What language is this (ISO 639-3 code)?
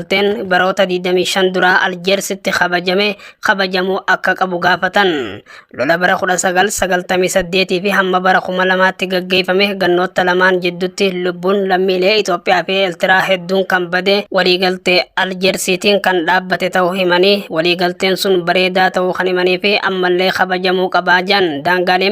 orm